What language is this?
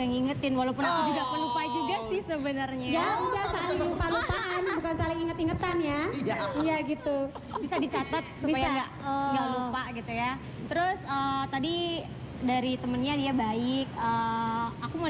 Indonesian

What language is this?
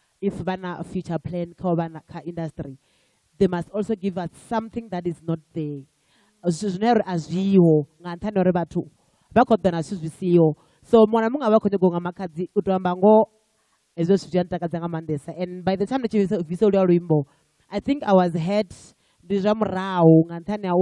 Venda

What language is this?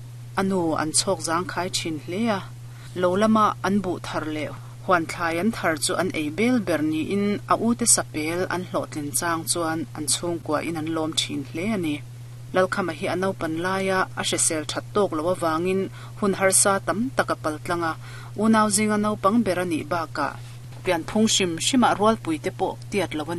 Mizo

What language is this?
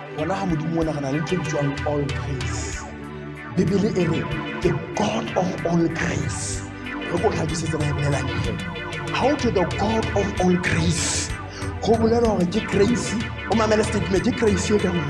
Southern Sotho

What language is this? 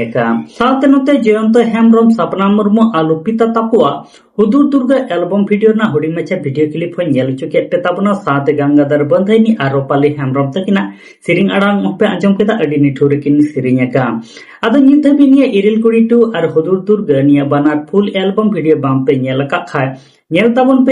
Santali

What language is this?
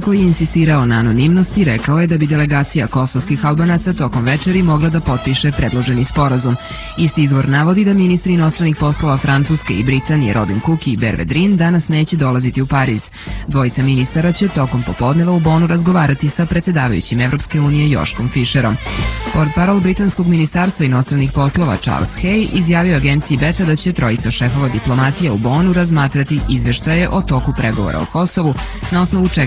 Serbian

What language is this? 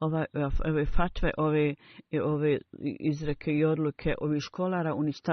Bosnian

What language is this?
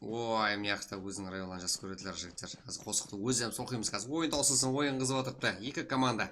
Kara-Kalpak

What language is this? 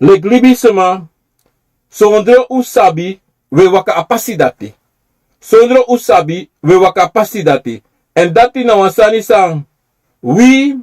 Sranan Tongo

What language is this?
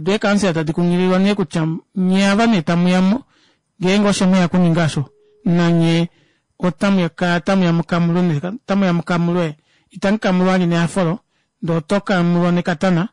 Kuanyama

